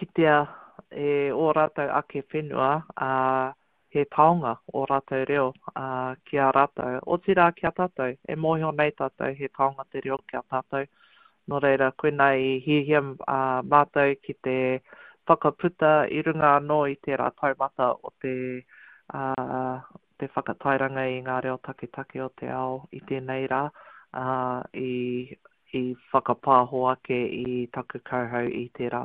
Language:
Māori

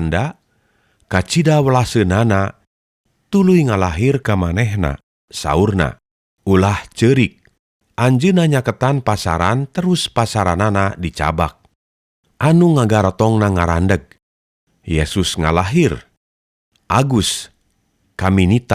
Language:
Sundanese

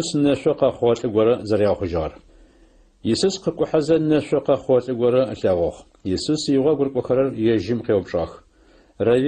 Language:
Adyghe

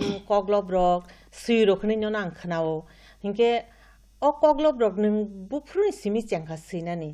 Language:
Kok Borok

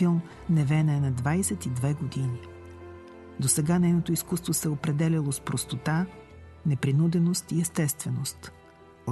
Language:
Bulgarian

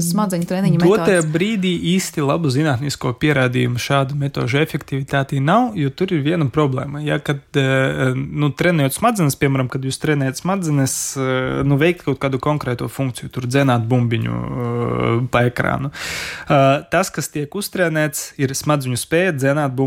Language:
Latvian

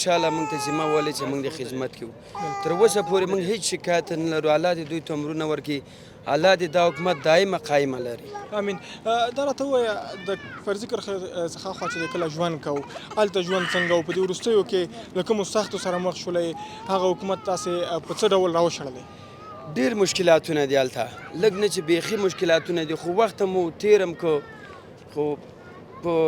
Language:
Pashto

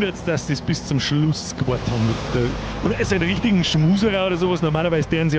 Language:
Bavarian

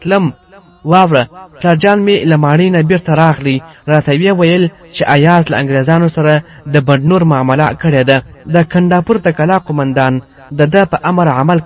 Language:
Pashto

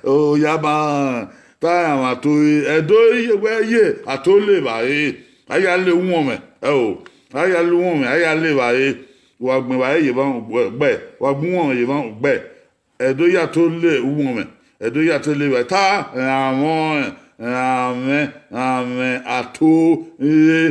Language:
Bini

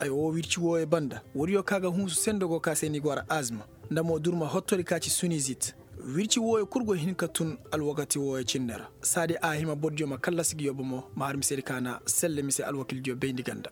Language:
Koyraboro Senni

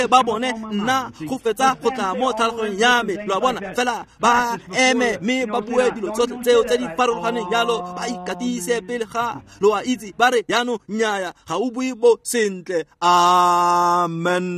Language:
Tswana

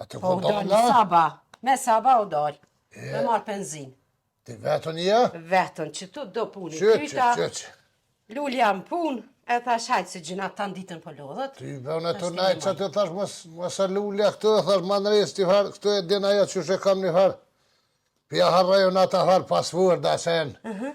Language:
Albanian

